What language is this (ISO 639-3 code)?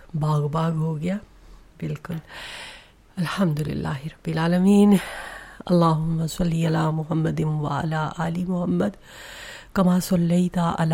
urd